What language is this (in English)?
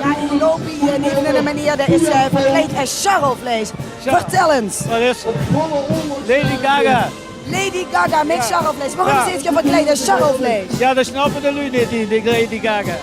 Limburgish